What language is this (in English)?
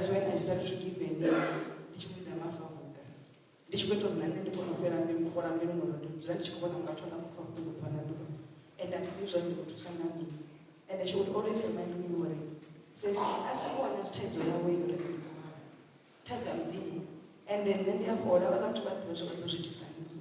Venda